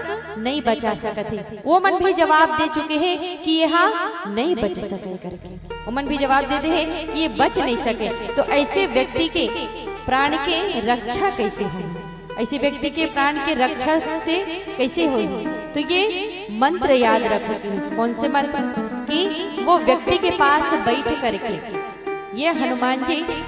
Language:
Chhattisgarhi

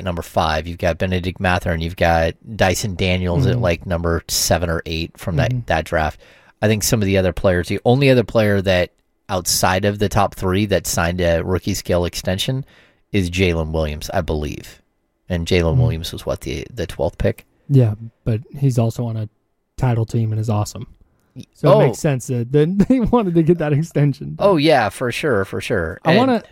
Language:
English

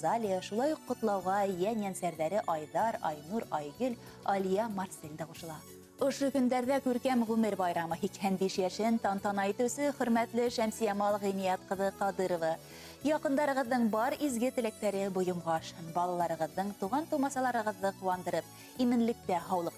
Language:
Bashkir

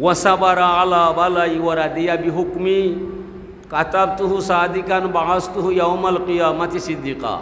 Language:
Sylheti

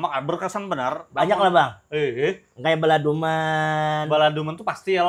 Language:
Banjar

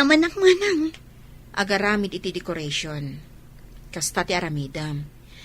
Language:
Iloko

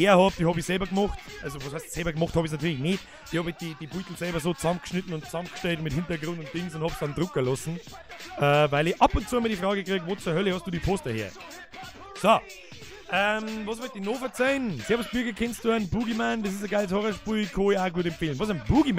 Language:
Bavarian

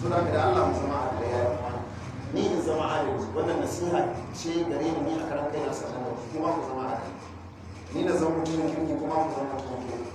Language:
Hausa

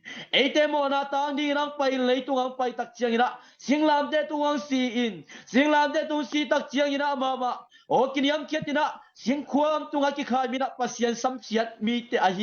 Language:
Tedim Chin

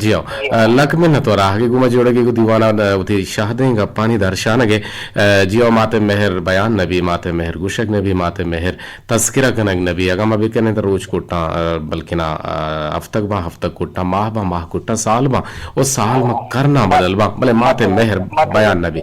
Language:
Eastern Balochi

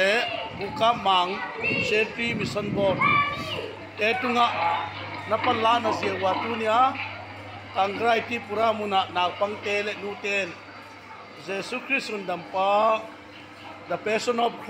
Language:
Tedim Chin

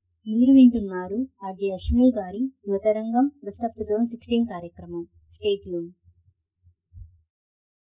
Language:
Telugu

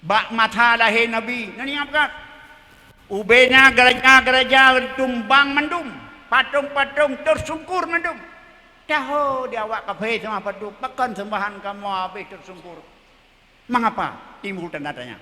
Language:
Achinese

